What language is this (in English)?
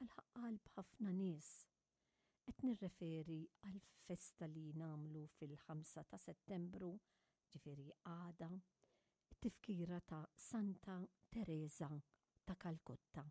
Maltese